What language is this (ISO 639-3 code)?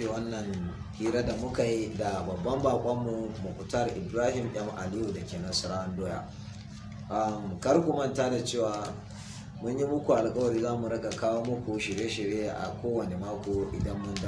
hau